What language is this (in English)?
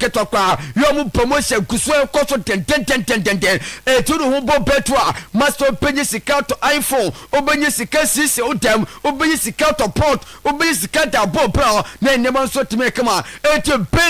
Akan